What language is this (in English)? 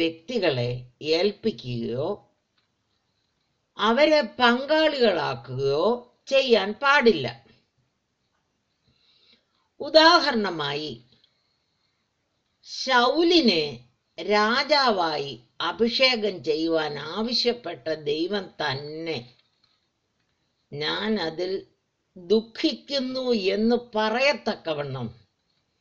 Malayalam